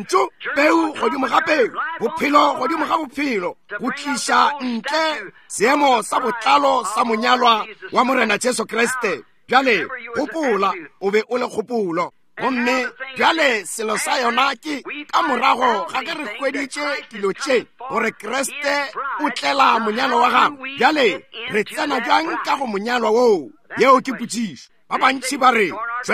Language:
Northern Sotho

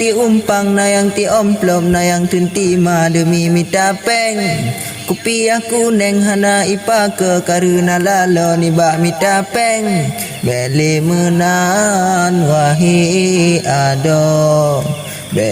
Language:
Achinese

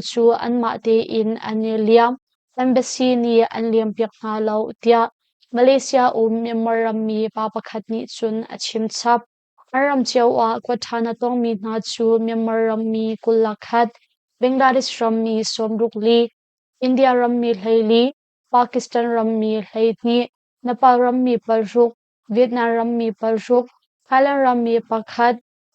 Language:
Hakha Chin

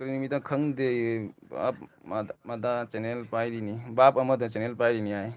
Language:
Manipuri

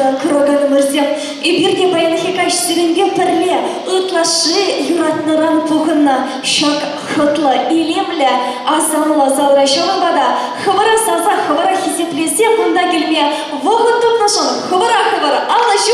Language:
Chuvash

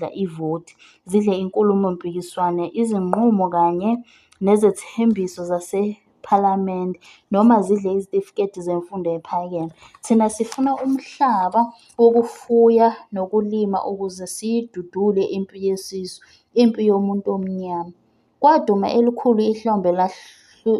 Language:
Zulu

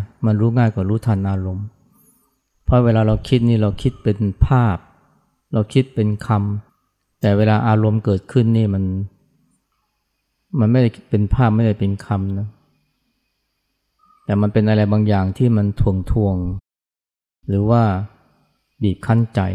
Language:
Thai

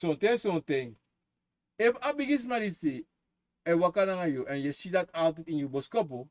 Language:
Sranan Tongo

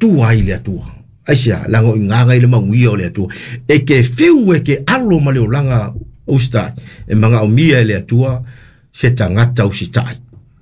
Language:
Samoan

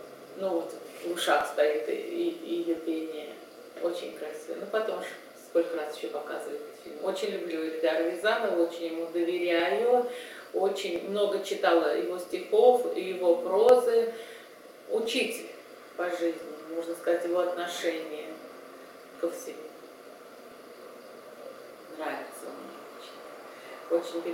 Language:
Russian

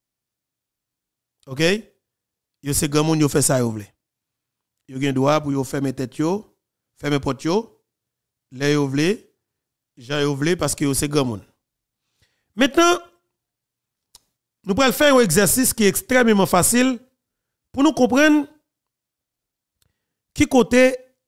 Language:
Haitian Creole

